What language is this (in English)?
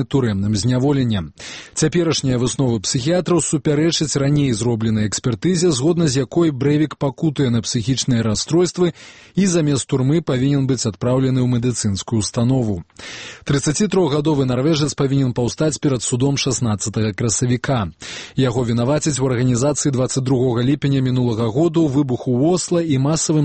Belarusian